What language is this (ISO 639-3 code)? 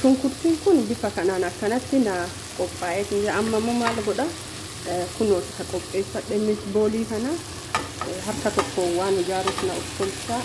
orm